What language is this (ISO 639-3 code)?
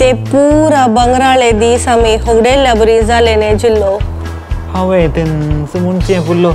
kok